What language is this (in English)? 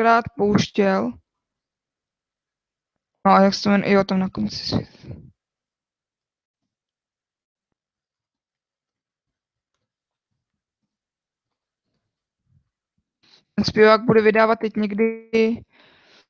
Czech